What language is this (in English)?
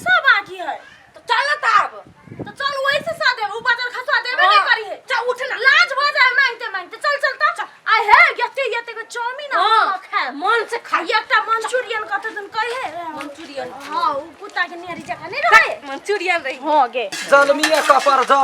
Maithili